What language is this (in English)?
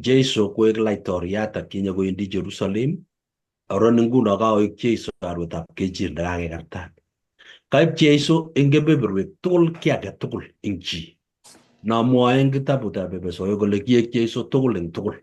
Kalenjin